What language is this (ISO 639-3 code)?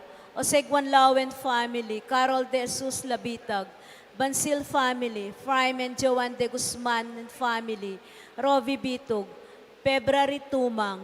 pam